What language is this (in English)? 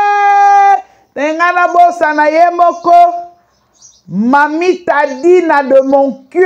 Lingala